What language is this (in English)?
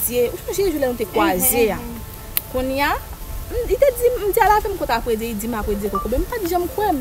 Haitian Creole